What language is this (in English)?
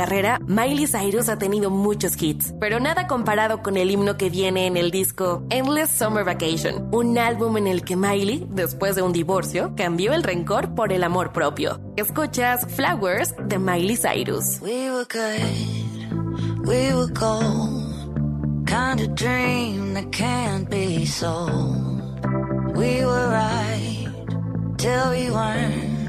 Spanish